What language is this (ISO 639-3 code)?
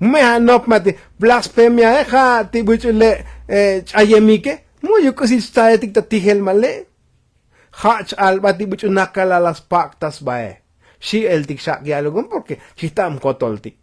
tzo